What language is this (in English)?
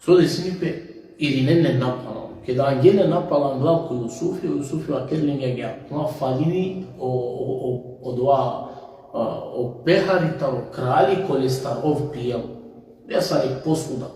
Balkan Romani